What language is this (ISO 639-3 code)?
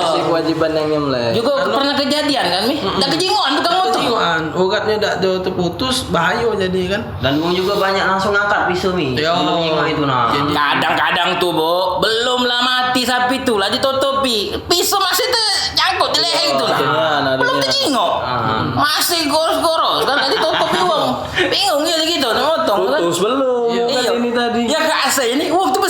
mui